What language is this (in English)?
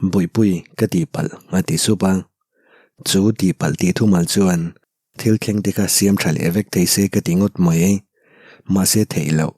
Mizo